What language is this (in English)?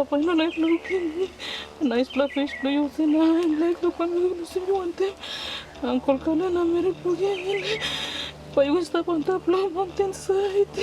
Tok Pisin